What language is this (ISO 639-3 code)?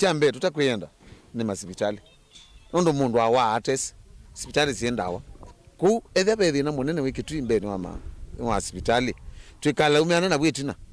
kam